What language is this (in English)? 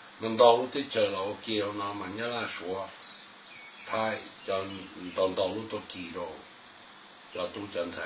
Hmong